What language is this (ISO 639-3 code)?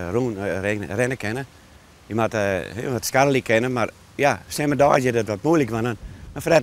fry